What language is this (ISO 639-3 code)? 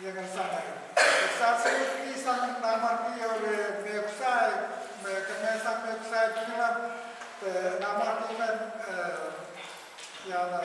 pon